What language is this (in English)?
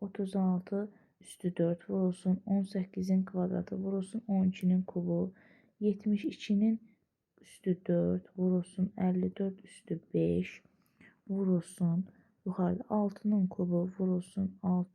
Azerbaijani